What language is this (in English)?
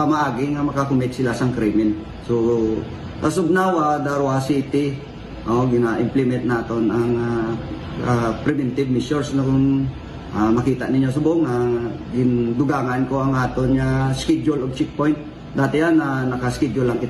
Hiligaynon